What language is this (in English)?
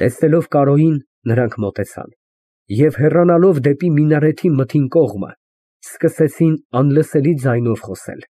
Armenian